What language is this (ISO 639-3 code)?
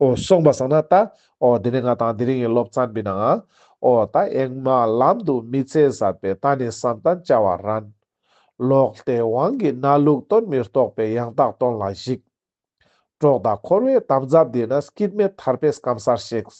lbj